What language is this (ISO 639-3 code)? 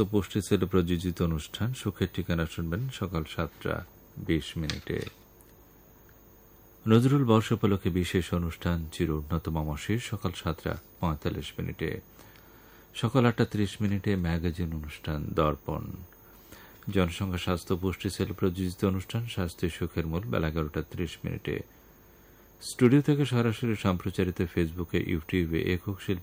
ben